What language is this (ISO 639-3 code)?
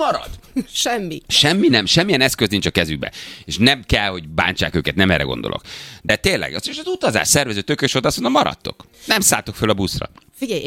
hun